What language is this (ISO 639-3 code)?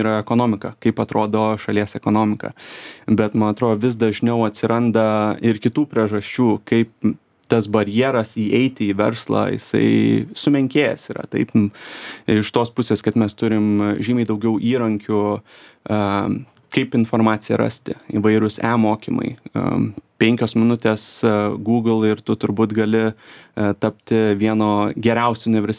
lit